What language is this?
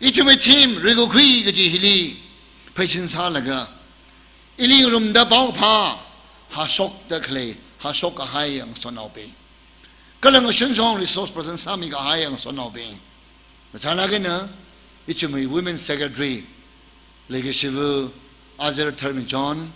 Tangkhul Naga (India)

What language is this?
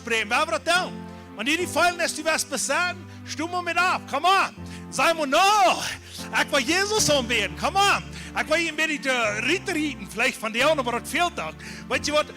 Plautdietsch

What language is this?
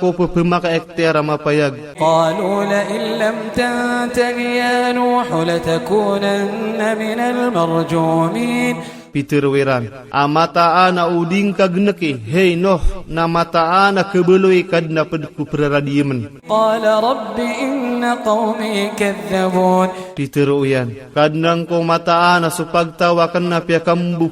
Iranun (Philippines)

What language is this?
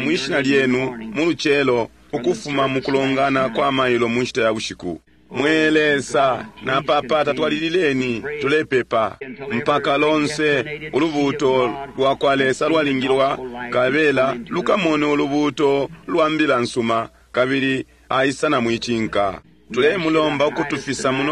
Bemba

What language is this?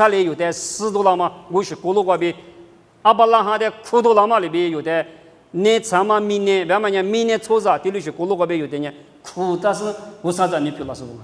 Lisu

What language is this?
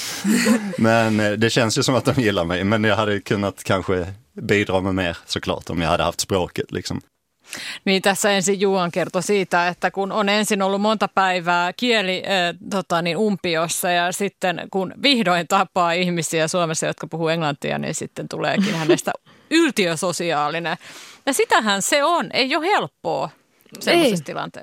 Finnish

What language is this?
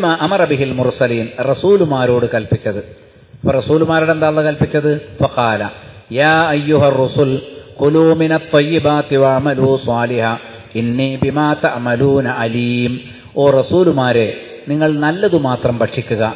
Malayalam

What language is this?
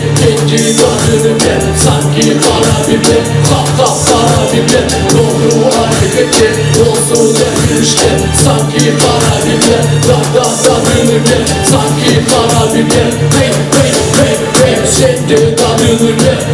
Crimean Tatar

